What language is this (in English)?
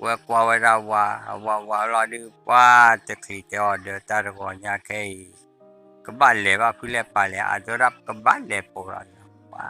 S'gaw Karen